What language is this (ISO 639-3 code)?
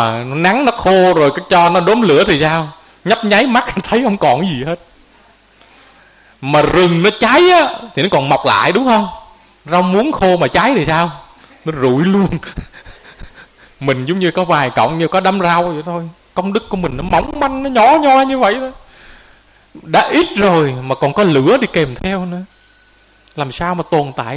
vie